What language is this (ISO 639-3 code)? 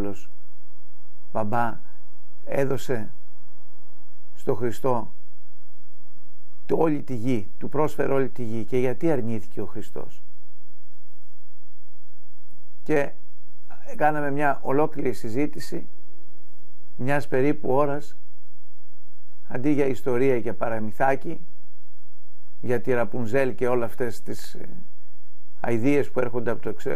ell